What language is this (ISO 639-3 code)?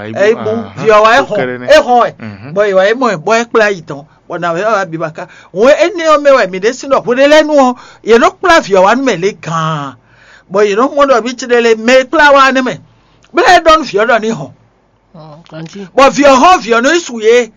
fon